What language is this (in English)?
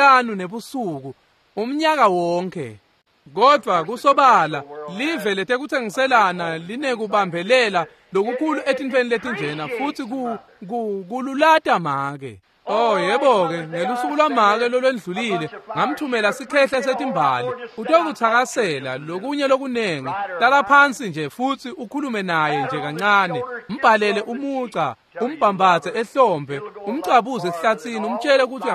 Swati